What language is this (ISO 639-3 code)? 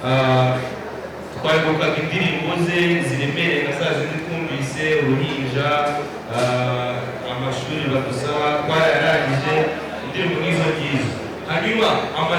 kin